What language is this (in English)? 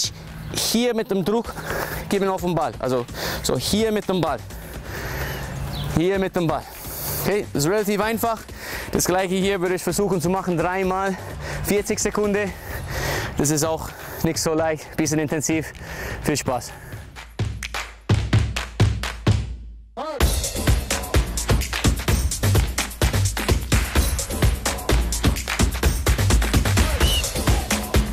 German